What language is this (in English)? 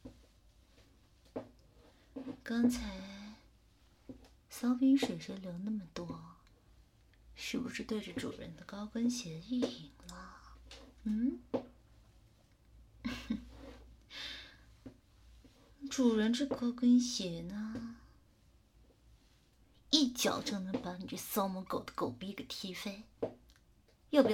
Chinese